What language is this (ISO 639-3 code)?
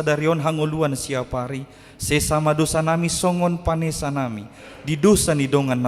bbc